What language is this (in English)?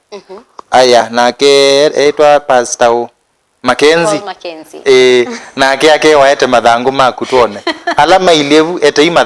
Kamba